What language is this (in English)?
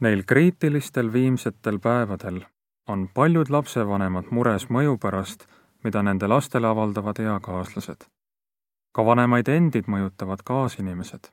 Estonian